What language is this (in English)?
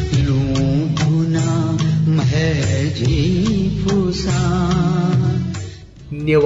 Newari